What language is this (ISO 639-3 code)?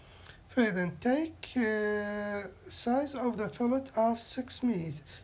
acm